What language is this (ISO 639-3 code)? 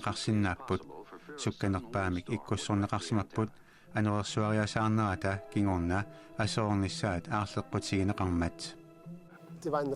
kal